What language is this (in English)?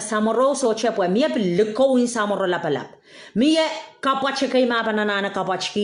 Pohnpeian